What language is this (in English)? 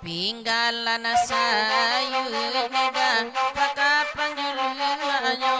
Minangkabau